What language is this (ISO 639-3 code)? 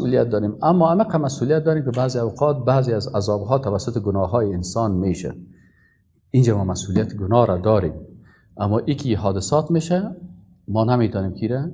fas